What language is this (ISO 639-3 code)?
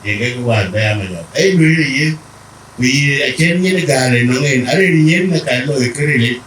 din